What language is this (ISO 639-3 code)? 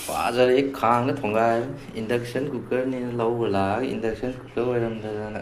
mni